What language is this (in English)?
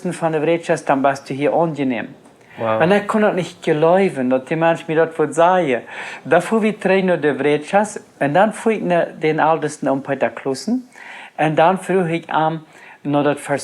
Plautdietsch